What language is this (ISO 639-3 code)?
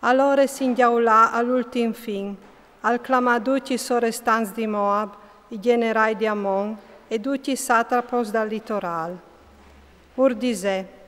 fur